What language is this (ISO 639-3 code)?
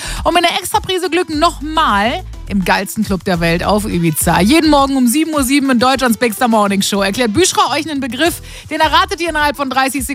deu